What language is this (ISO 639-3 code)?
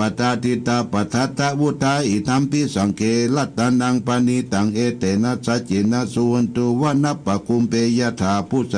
pli